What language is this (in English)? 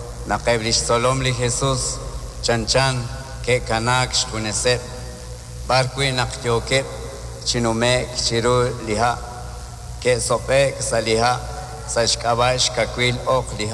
Kekchí